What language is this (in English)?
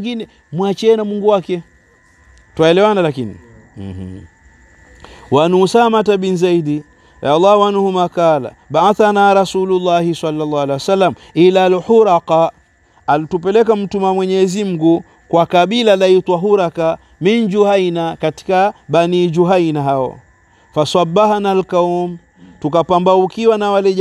Swahili